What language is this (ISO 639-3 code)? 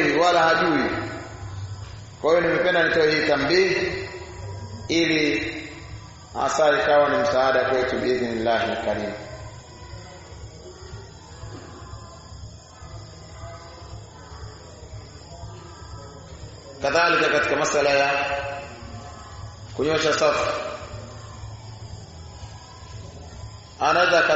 swa